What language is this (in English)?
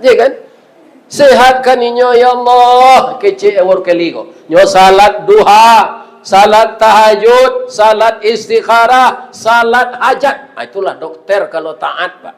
Minangkabau